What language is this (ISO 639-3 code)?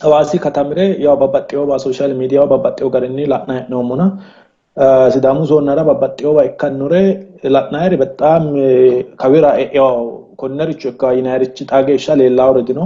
sid